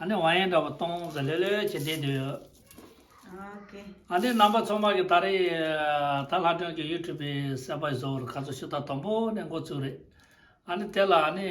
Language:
Tibetan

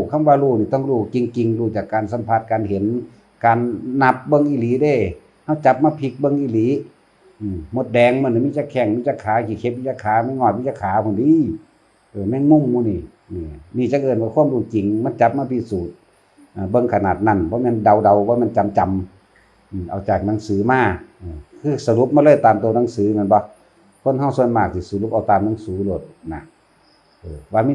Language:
Northeastern Thai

